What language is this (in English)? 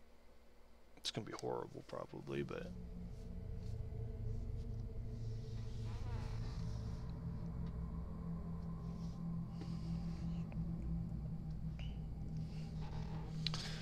English